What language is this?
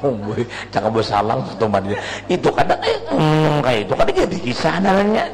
Banjar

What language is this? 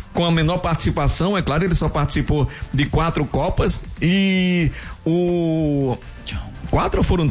Portuguese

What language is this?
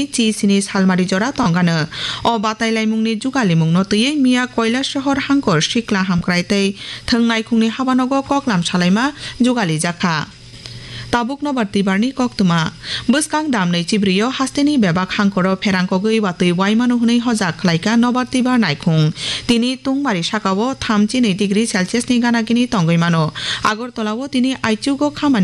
Kok Borok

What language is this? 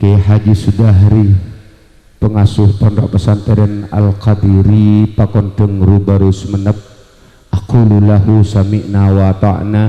Madurese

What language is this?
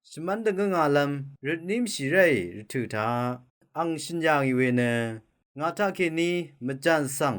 Rawang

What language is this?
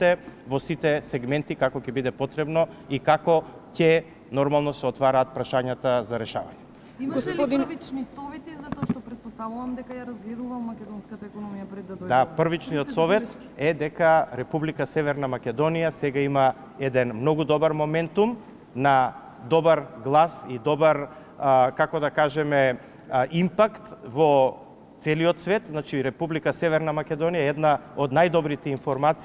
Macedonian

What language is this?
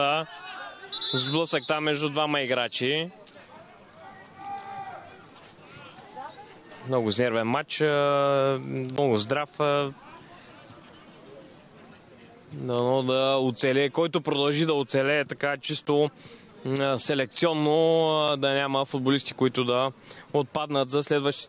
Bulgarian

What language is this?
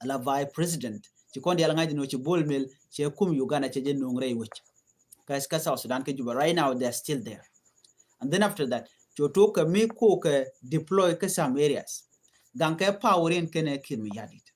Nuer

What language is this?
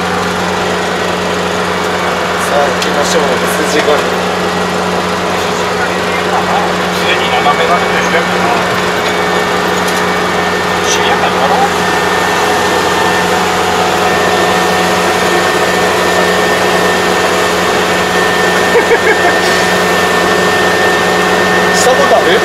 Japanese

